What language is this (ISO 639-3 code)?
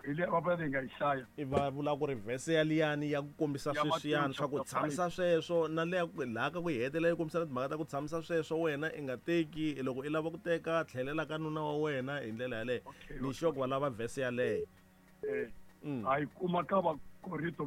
tso